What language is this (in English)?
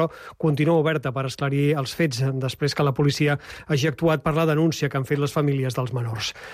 Catalan